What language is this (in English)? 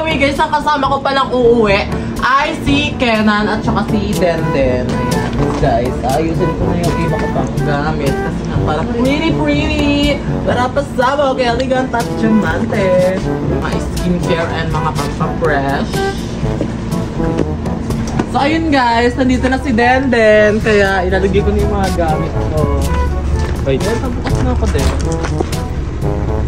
Filipino